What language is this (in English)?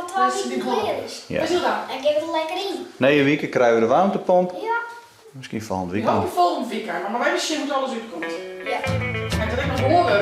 Western Frisian